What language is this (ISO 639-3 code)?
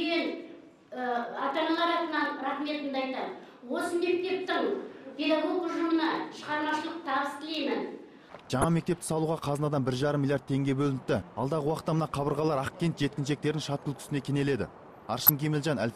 kaz